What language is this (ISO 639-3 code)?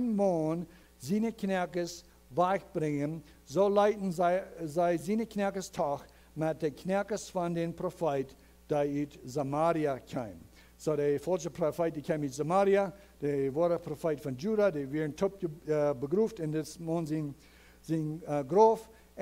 pdt